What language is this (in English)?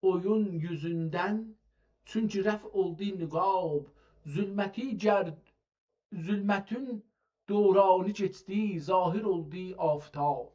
South Azerbaijani